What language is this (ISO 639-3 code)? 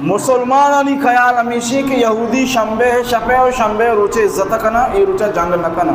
bal